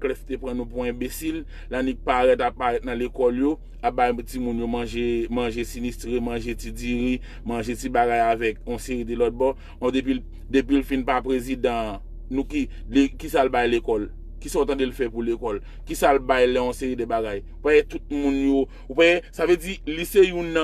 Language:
Haitian Creole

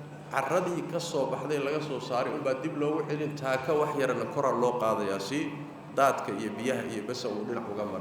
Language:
Somali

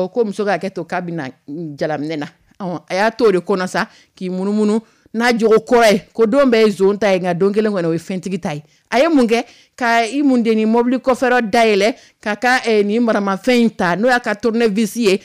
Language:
Dyula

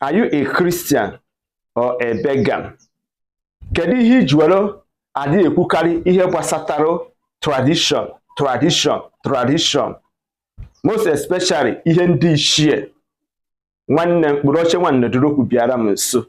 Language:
Igbo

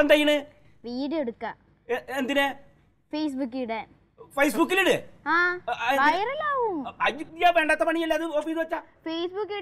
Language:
Malayalam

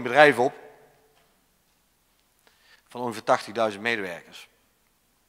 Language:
Dutch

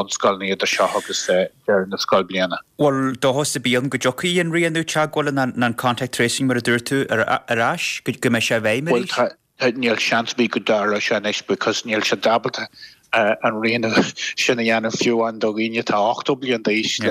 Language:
Irish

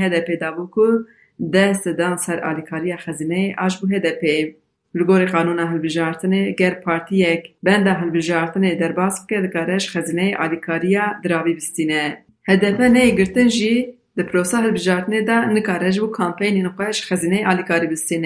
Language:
Kurdish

